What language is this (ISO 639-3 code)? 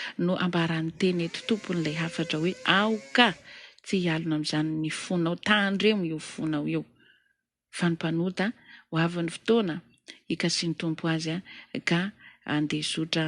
mlg